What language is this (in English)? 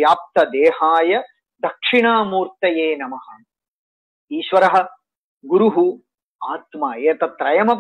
Sanskrit